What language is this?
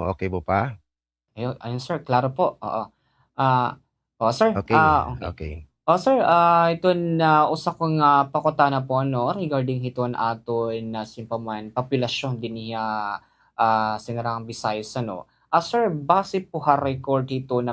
Waray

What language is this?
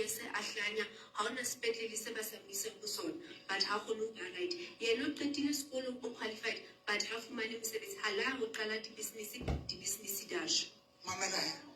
Southern Sotho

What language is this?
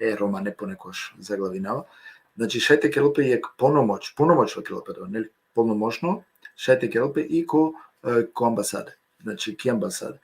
Balkan Romani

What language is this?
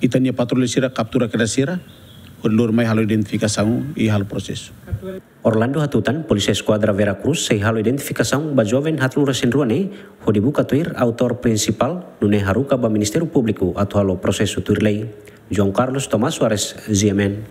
Tetum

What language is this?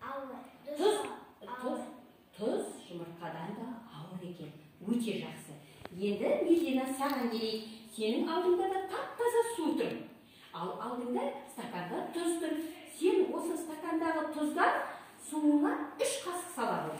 Kazakh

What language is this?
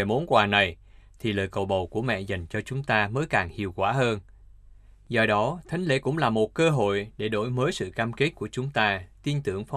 Vietnamese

